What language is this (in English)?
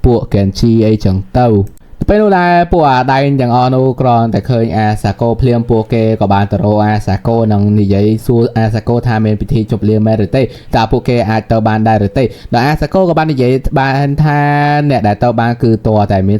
Khmer